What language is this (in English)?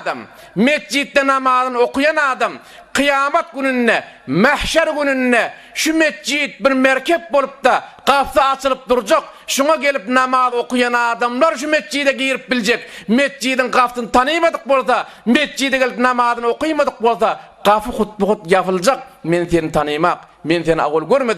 Turkmen